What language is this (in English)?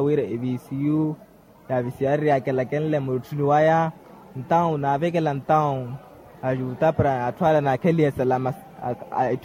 Makhuwa